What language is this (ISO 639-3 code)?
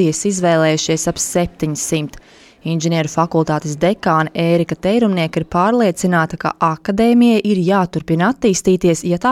lav